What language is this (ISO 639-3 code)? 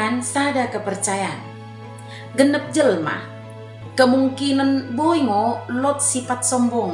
btd